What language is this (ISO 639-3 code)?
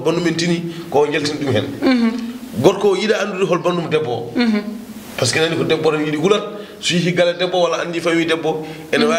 ful